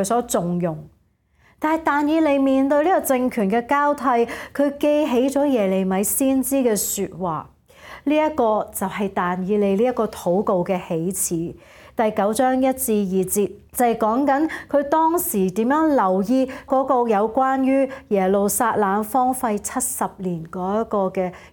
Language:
Cantonese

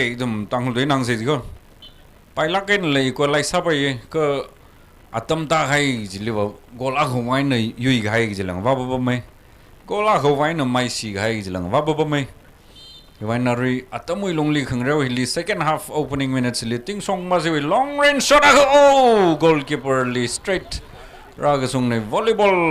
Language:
Tangkhul Naga (India)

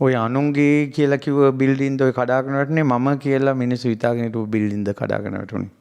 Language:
Sinhala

